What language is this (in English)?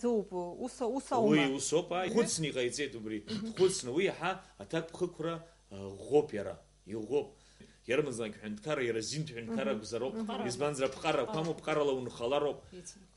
Abkhazian